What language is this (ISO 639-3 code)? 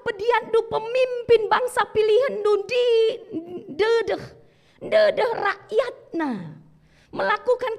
btx